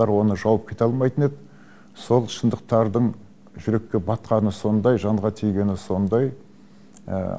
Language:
Kazakh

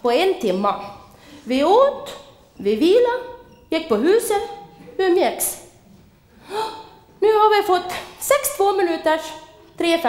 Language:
Swedish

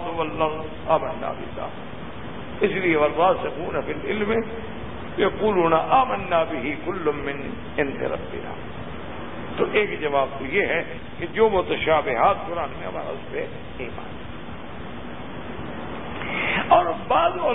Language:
Urdu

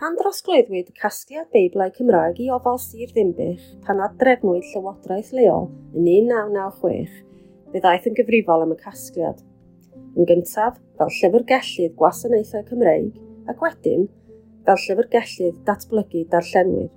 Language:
Welsh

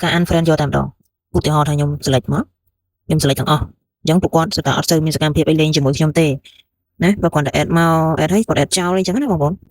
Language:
Khmer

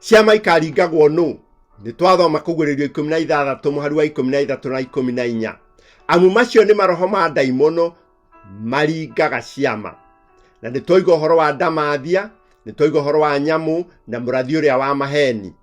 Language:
Kikuyu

